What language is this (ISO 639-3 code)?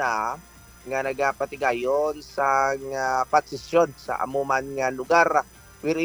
hil